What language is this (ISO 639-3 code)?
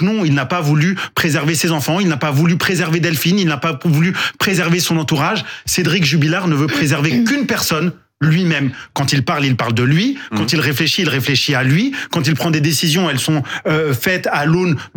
fra